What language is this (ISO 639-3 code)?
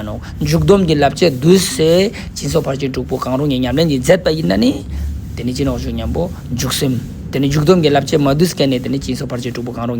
lbj